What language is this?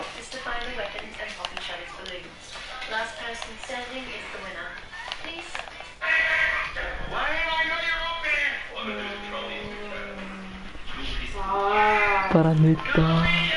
Icelandic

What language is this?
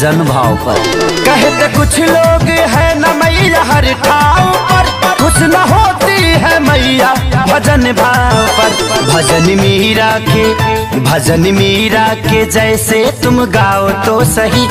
Bhojpuri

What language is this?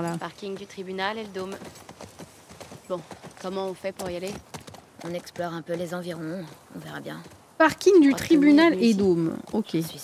French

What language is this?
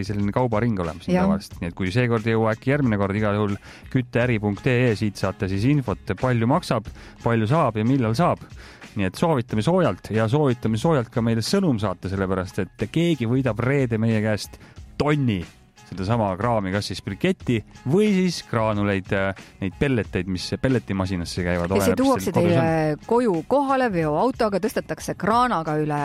Estonian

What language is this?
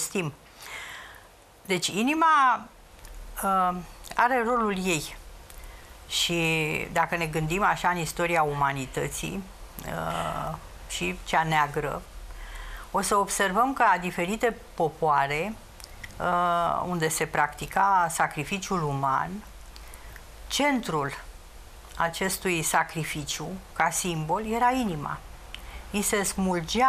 Romanian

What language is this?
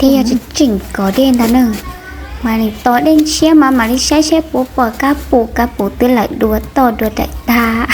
Hmong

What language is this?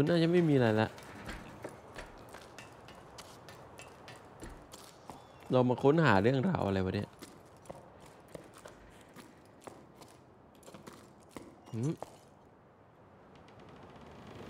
Thai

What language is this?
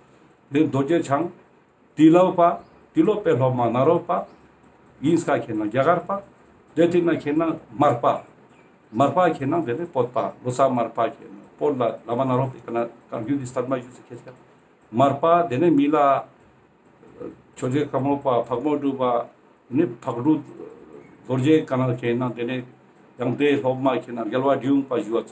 Ladakhi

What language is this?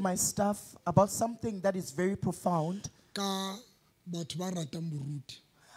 Southern Sotho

